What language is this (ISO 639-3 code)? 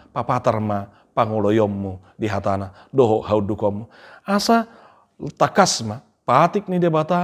bbc